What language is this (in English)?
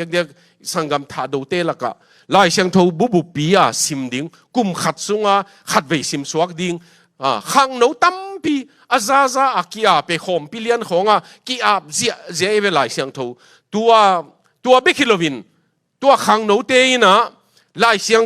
Tedim Chin